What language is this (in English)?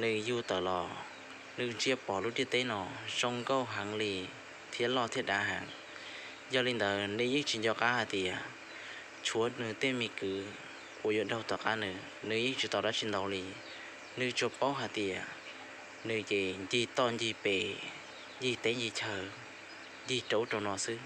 Hmong